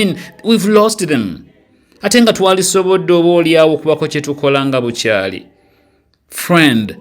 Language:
Ganda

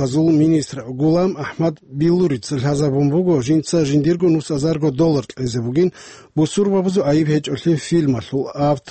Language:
Avaric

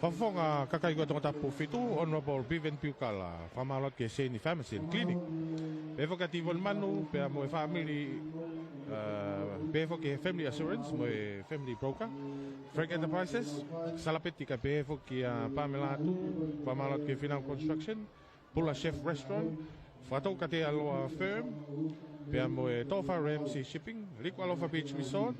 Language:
Tongan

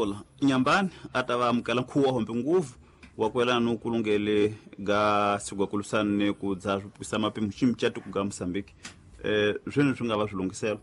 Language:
Tsonga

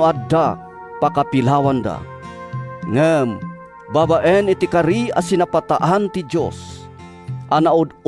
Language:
Iloko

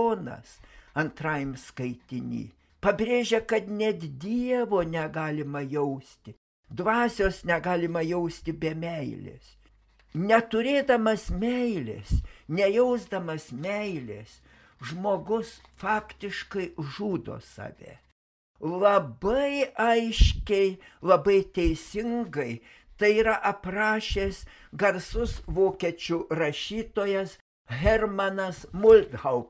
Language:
Lithuanian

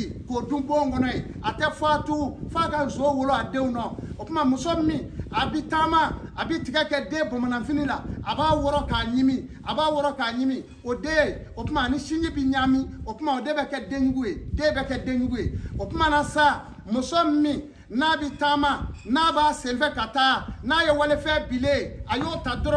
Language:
Bambara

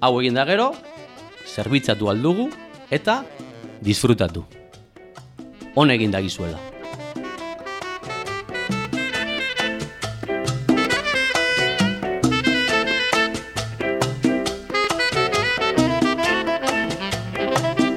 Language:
Basque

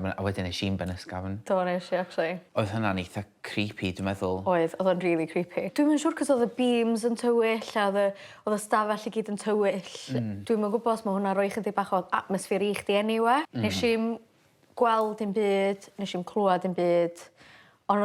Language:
Welsh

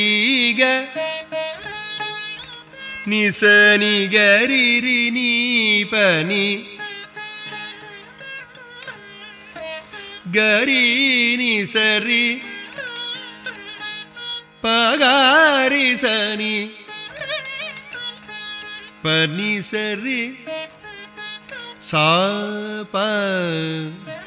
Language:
Tamil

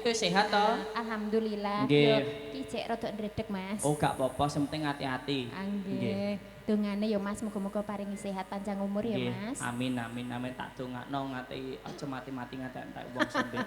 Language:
Javanese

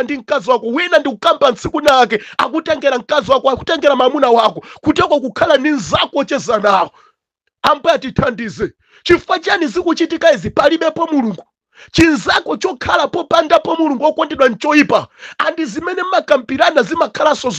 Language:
Nyanja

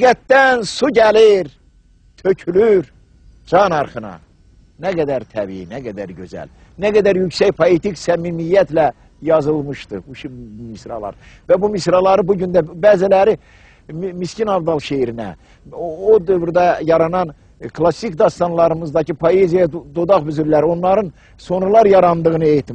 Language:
Azerbaijani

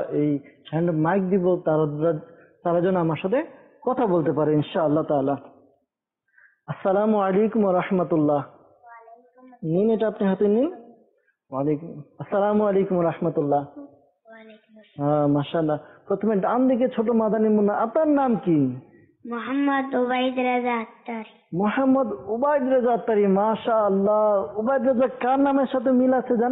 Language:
Bangla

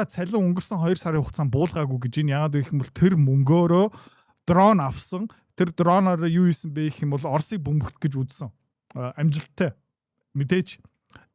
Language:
Mongolian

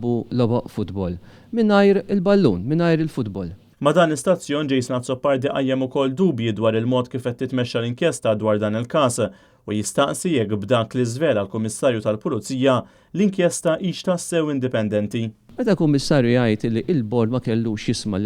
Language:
Maltese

